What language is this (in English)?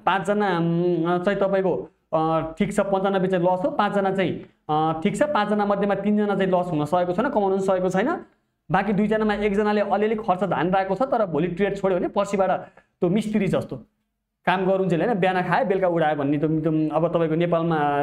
Nepali